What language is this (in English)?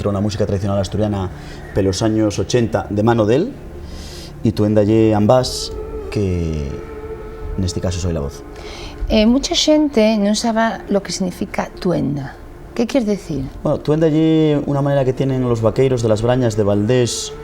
Asturian